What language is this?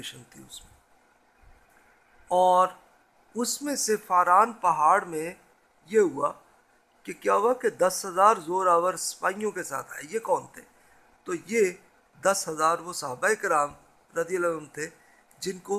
Urdu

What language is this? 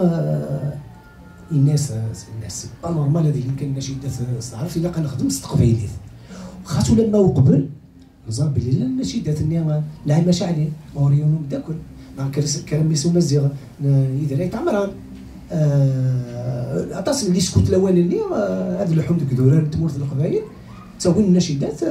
Kabyle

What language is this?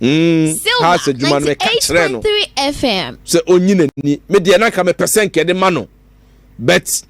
Akan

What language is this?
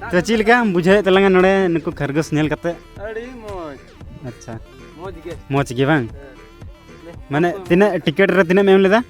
Santali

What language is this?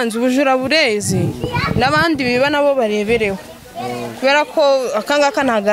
Kinyarwanda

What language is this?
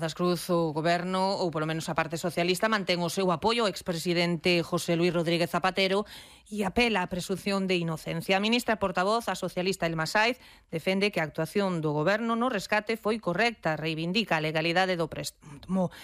Galician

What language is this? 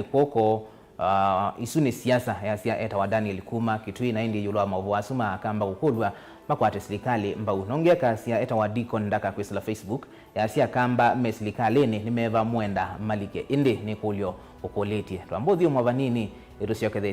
Kamba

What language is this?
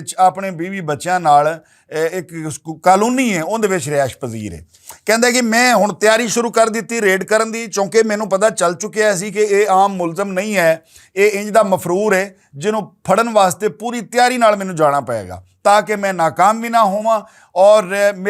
Western Panjabi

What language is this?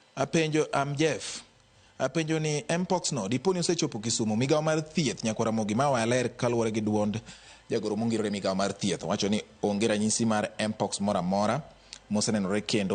Luo (Kenya and Tanzania)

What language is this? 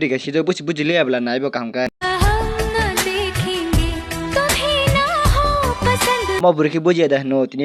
Kok Borok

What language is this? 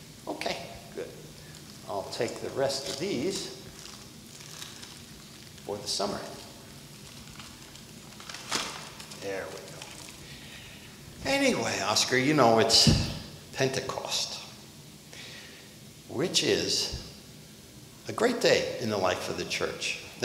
English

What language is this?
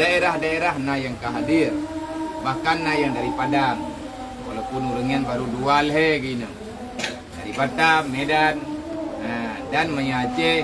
Achinese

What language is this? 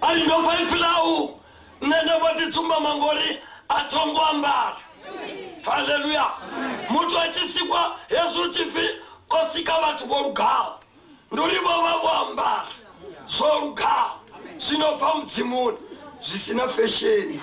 Venda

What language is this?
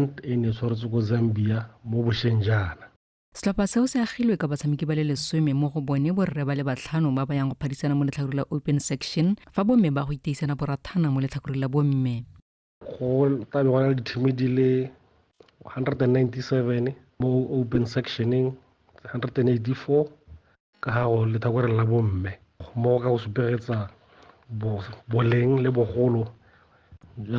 Tswana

